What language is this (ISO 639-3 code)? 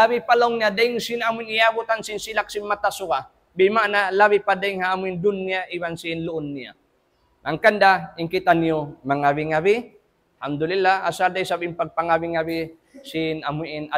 tsg